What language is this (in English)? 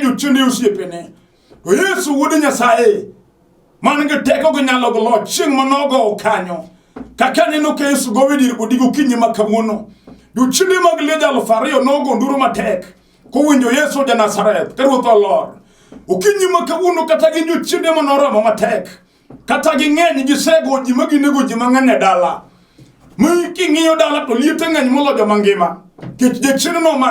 Luo (Kenya and Tanzania)